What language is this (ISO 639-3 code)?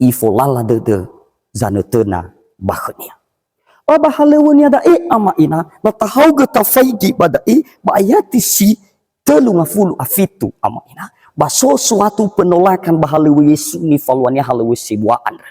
nia